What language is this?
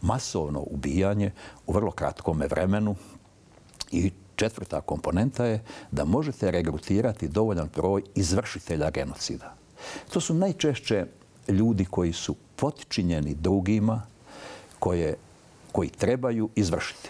Bosnian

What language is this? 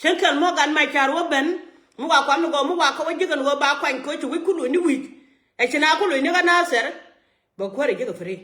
Nuer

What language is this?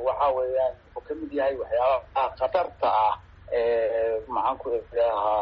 Somali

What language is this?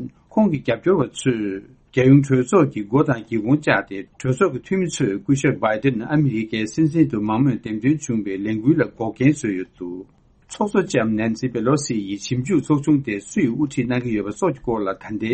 Tibetan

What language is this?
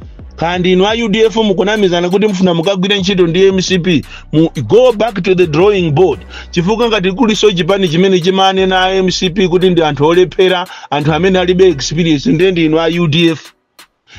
Nyanja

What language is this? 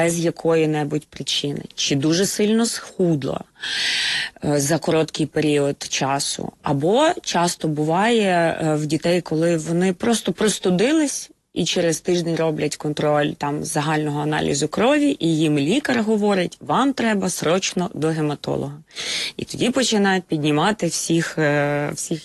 Ukrainian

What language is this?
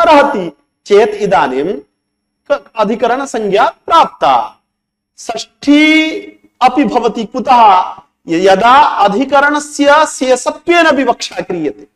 Sanskrit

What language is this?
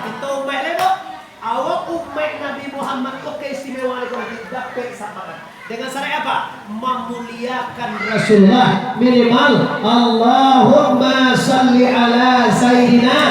Minangkabau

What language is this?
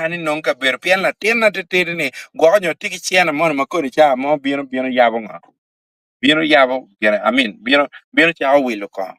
Acoli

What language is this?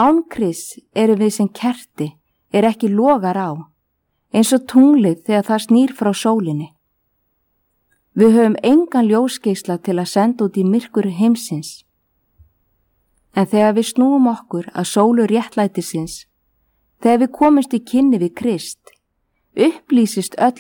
Icelandic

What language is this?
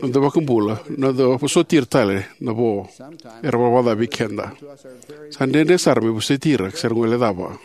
Fijian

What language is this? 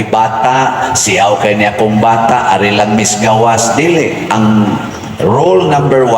Cebuano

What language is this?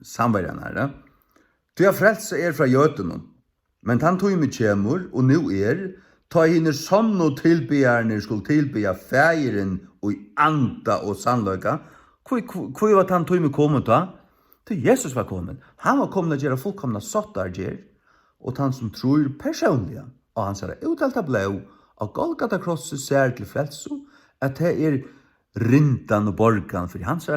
Faroese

